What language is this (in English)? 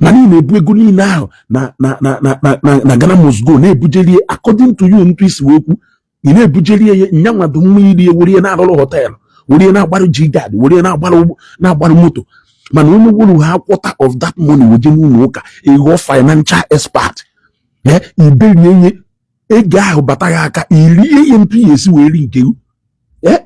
Igbo